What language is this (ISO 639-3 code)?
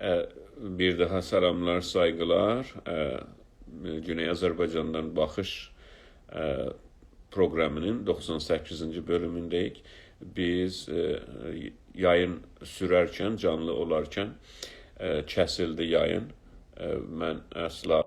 azb